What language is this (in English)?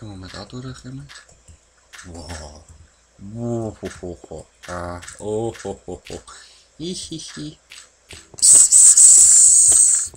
Swiss German